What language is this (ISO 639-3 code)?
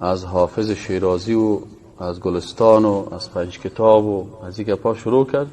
fas